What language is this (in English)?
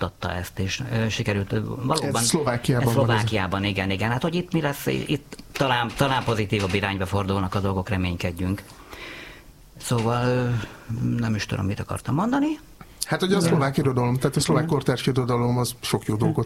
Hungarian